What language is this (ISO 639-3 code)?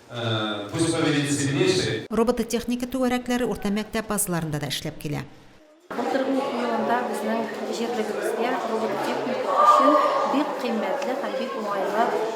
tat